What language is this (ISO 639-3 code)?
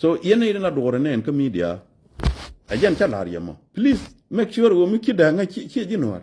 nus